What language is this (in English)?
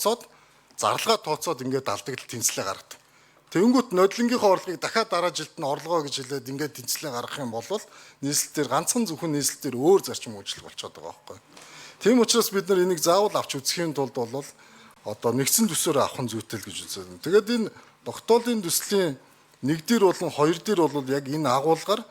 Mongolian